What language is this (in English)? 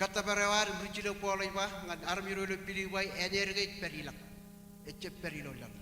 Marshallese